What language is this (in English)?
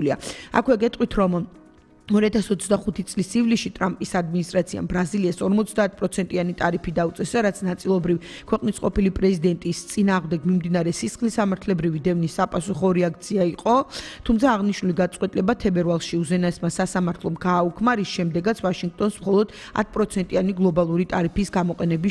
Georgian